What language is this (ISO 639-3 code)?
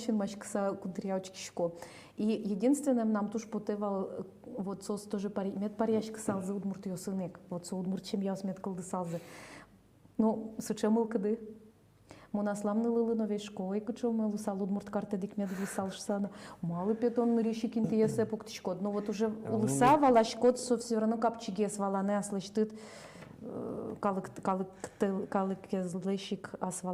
udm